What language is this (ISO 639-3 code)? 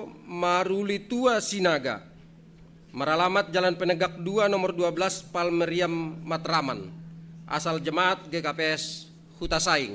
bts